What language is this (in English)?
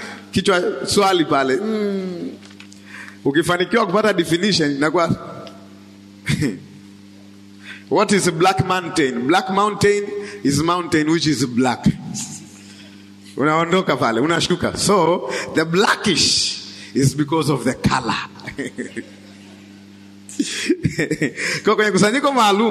Swahili